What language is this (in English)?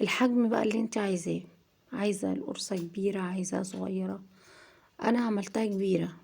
Egyptian Arabic